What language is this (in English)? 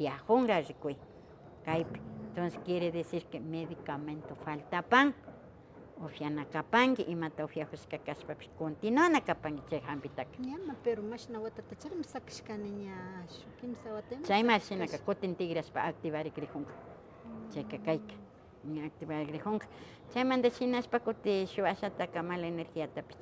Imbabura Highland Quichua